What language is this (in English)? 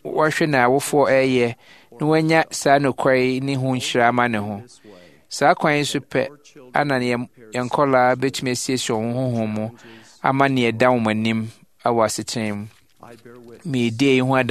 Akan